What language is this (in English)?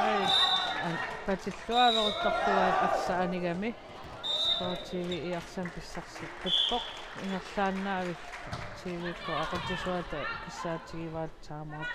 Kalaallisut